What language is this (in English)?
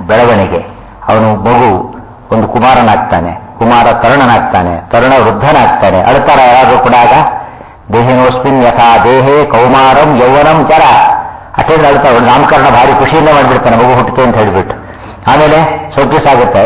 Kannada